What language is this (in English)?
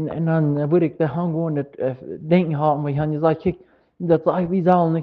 Plautdietsch